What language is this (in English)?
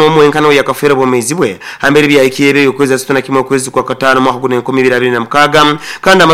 Nyoro